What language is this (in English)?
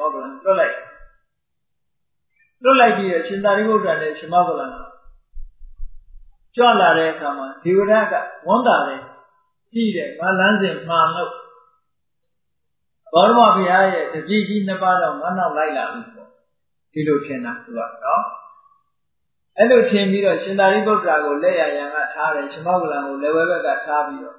Burmese